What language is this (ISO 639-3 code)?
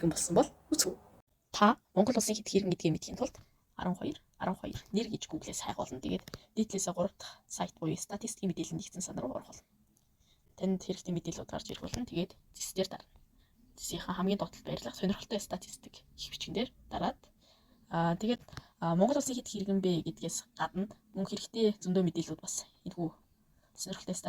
mon